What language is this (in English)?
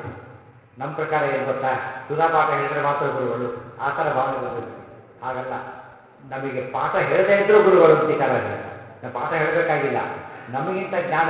Kannada